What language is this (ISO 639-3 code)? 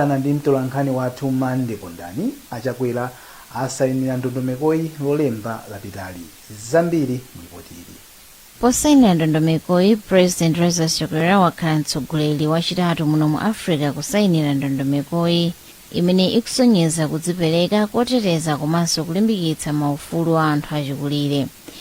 nya